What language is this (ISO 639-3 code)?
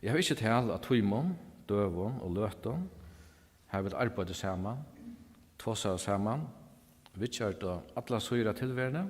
fao